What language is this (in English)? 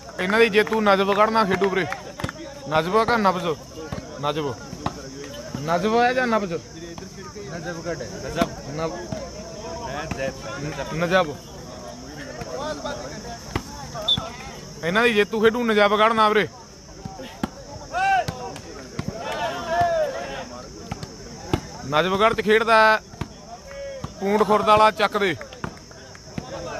Punjabi